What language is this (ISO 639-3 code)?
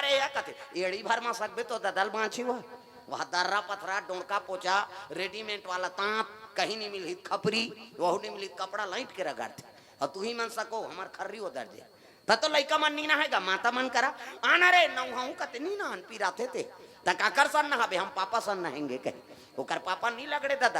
hne